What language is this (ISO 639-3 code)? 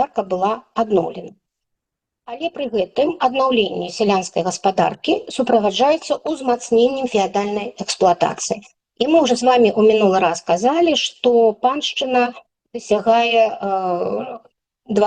bel